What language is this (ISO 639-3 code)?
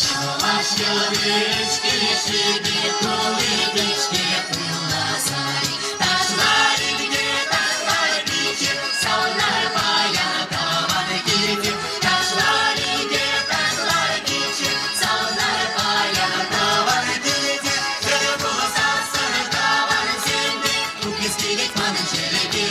chv